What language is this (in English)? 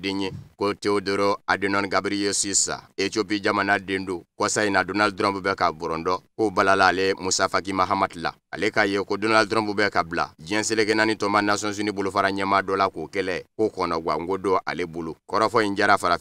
Bambara